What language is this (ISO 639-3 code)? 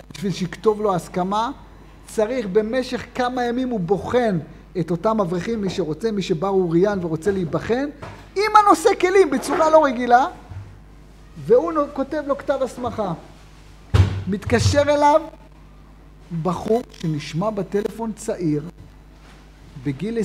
heb